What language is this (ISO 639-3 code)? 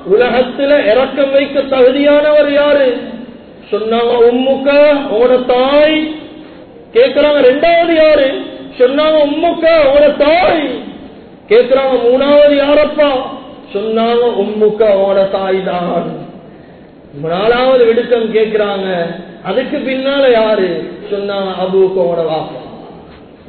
tam